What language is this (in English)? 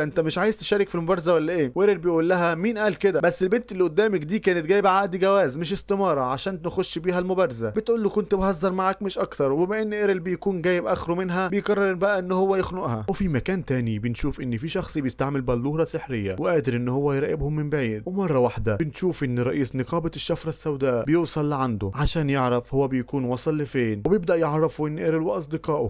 Egyptian Arabic